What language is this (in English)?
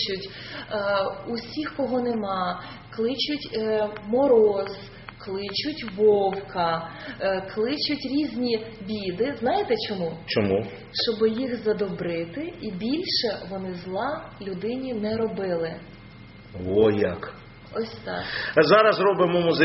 Ukrainian